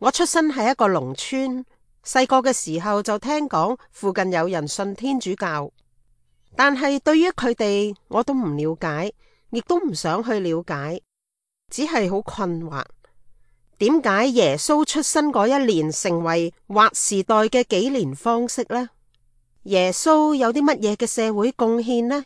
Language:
Cantonese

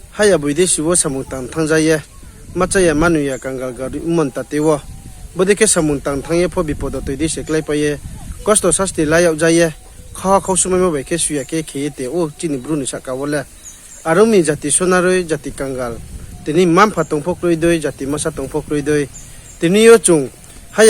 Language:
Riang (India)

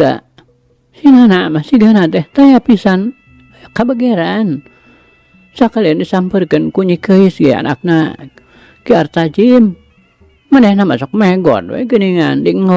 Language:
Sundanese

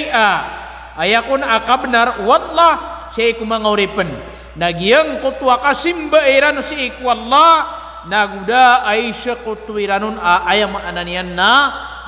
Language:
Maranao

